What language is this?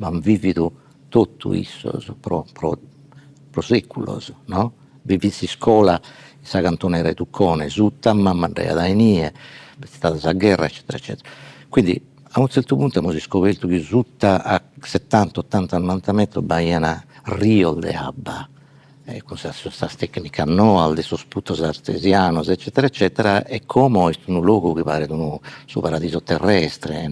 Sardinian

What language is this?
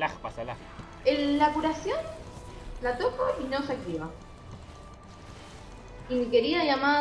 Spanish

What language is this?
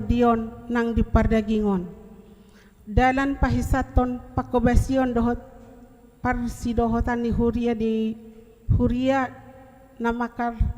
Batak Toba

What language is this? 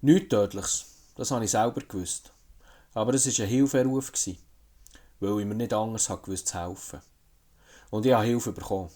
Swiss German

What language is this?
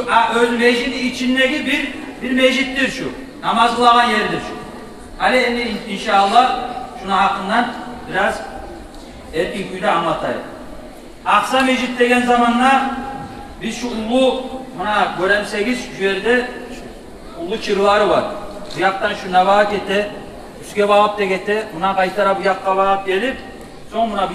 Kumyk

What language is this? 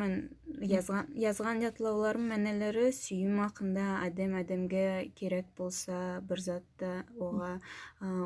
Nogai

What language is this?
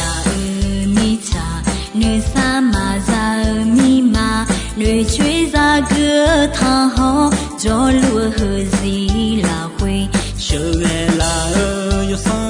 Akha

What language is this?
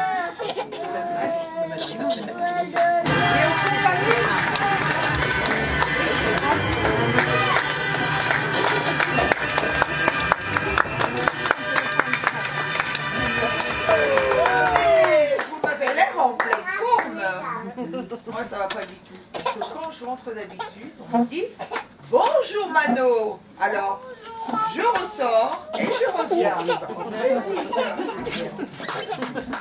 French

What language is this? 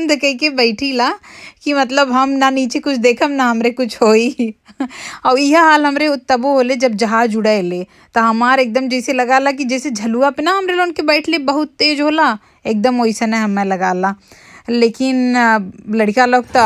Bhojpuri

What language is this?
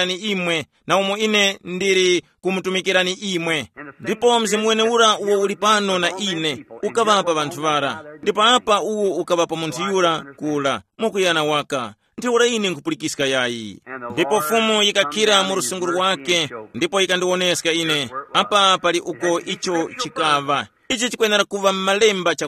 Tumbuka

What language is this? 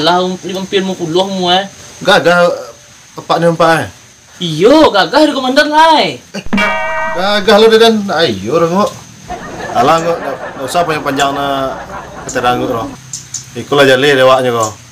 Minangkabau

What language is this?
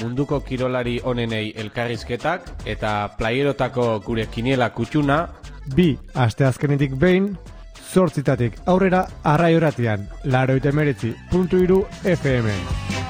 Basque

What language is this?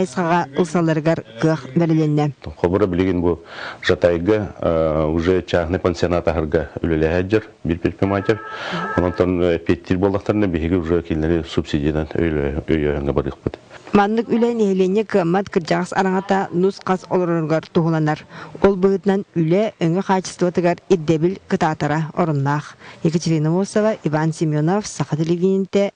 Yakut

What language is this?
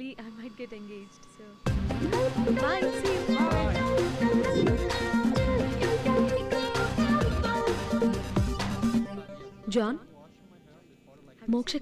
Telugu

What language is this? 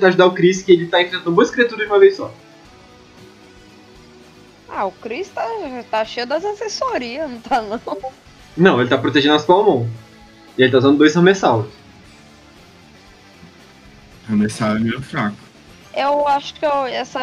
Portuguese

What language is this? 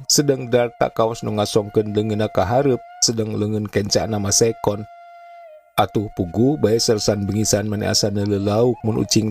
Sundanese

